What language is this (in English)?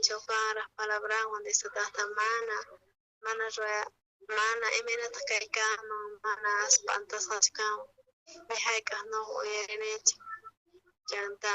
South Bolivian Quechua